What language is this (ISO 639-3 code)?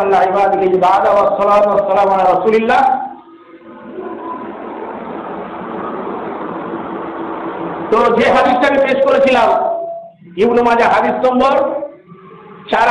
ben